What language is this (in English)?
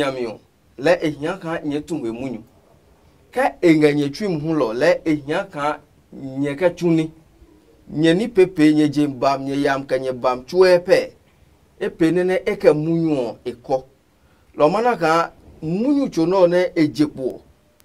Adangme